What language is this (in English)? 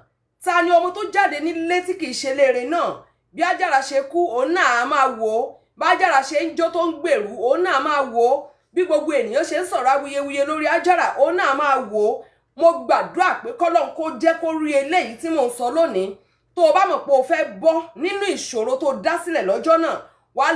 Yoruba